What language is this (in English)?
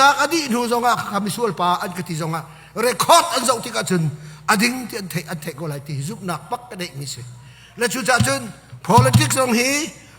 Hakha Chin